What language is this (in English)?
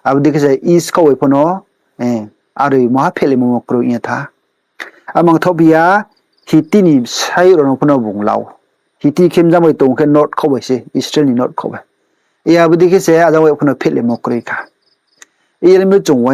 Riang (India)